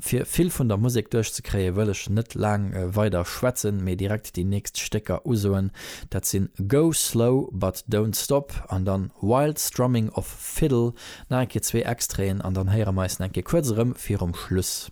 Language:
Luxembourgish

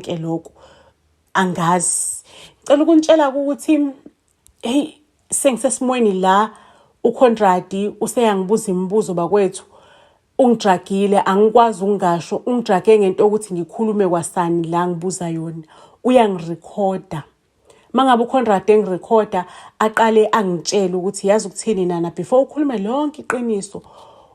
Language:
Zulu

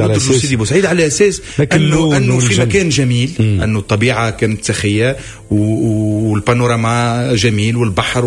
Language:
Tunisian Arabic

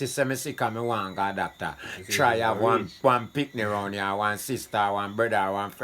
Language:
Jamaican Creole English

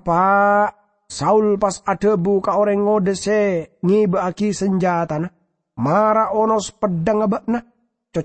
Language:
Madurese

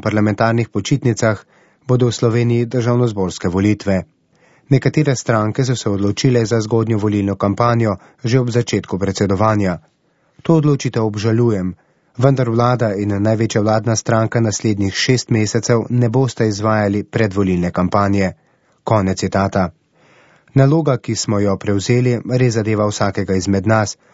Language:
Slovenian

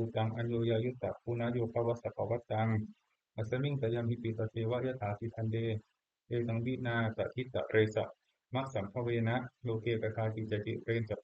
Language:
Pali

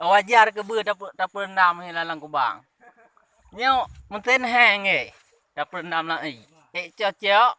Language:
Achinese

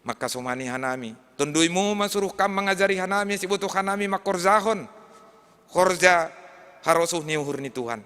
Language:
Batak Simalungun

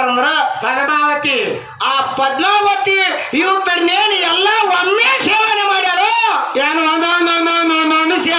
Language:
Kannada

